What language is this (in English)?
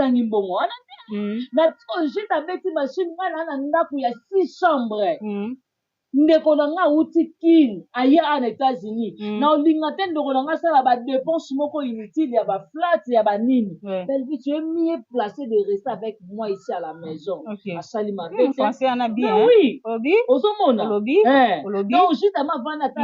Lingala